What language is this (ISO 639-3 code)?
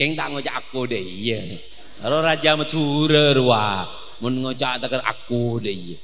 mad